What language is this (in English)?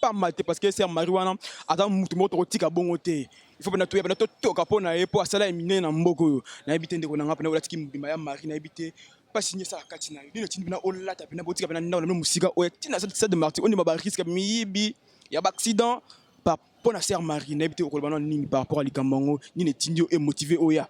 Lingala